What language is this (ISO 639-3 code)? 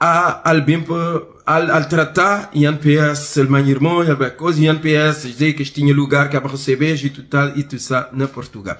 kea